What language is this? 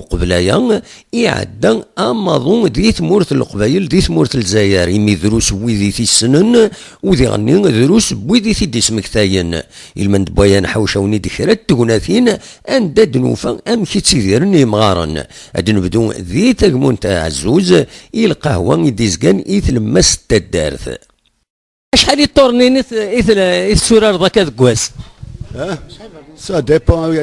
Kabyle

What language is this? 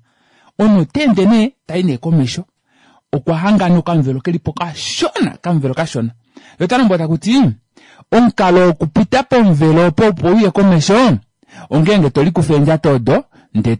Kuanyama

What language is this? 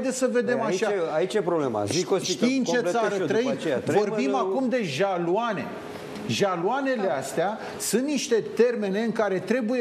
Romanian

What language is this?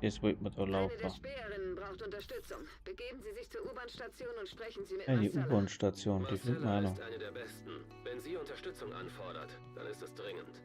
Bavarian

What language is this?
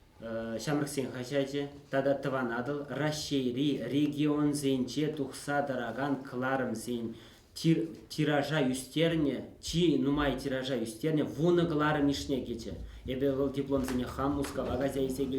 Chuvash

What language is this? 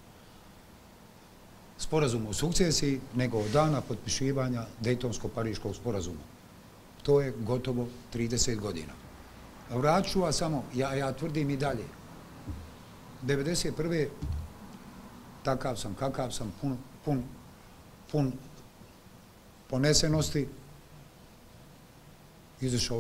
Bosnian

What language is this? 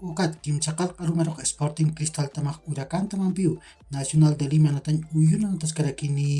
Aymara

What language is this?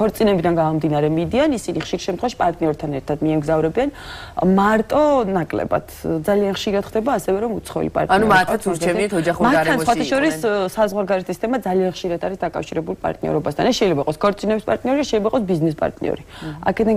Georgian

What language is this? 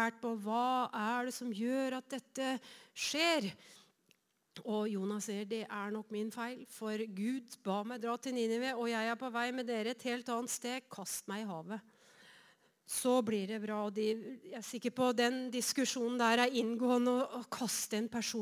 Norwegian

